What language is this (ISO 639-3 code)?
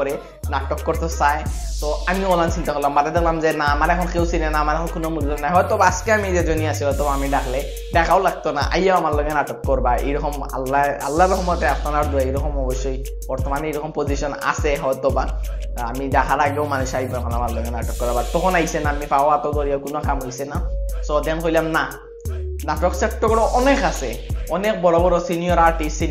syl